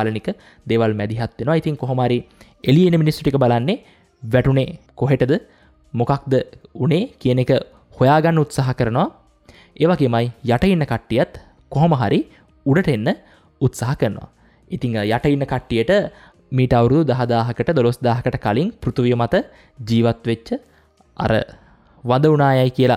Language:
Sinhala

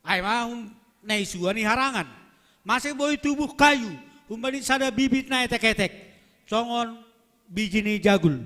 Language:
Batak Simalungun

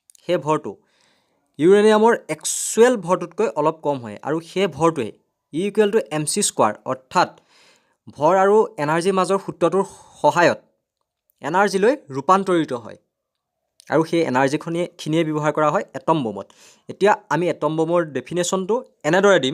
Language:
Assamese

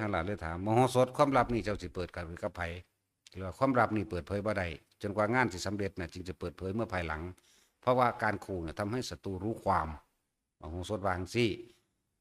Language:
Northeastern Thai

